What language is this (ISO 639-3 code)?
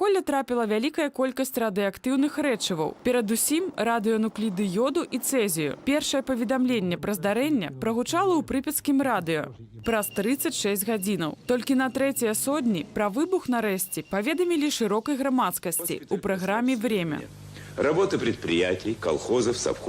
bel